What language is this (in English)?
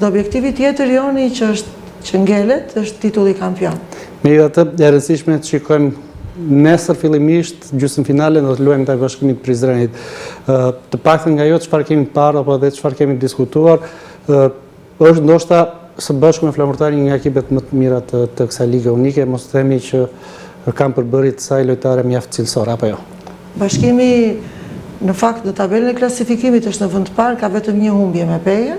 Albanian